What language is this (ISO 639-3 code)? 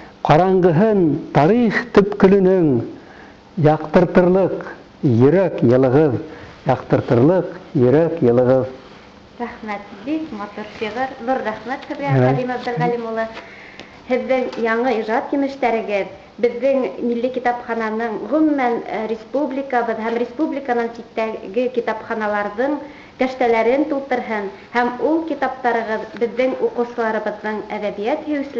bak